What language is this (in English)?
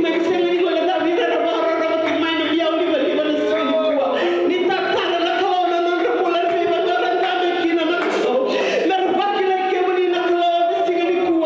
Fijian